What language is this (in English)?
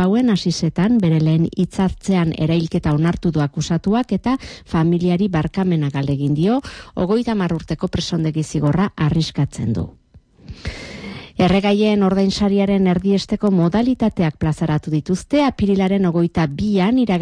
Basque